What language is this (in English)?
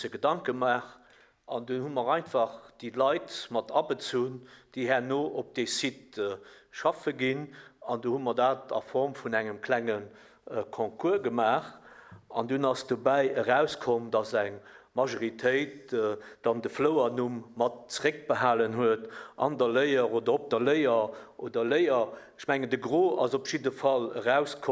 Luxembourgish